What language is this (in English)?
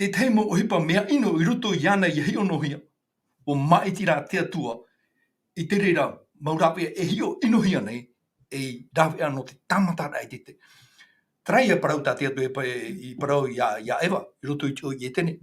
Tahitian